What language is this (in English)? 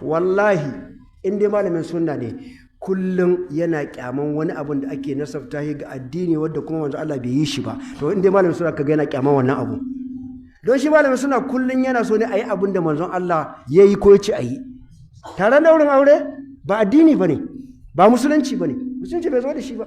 Hausa